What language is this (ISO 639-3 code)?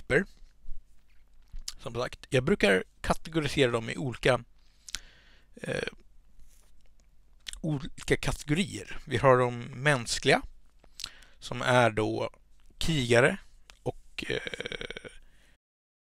swe